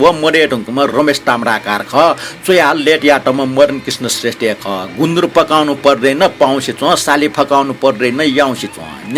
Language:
Newari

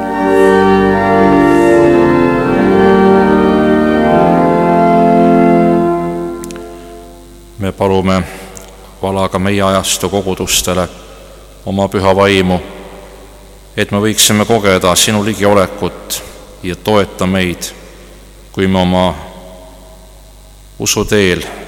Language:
Estonian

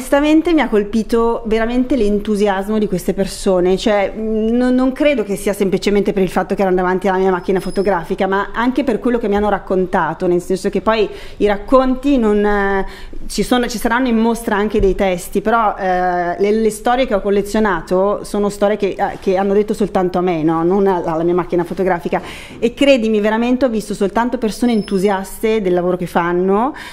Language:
Italian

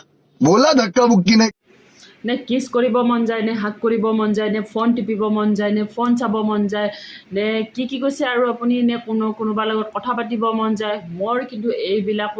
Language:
Assamese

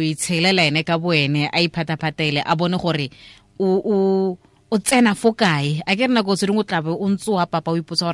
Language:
Tswana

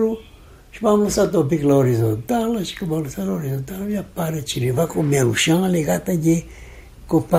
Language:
Romanian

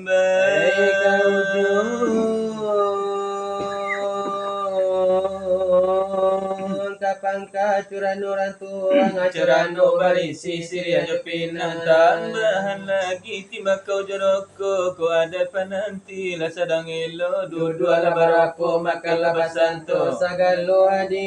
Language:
Minangkabau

